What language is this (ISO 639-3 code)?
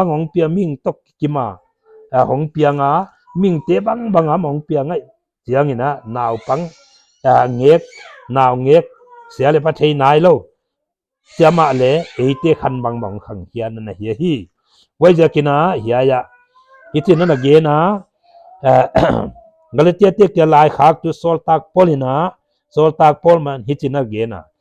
pck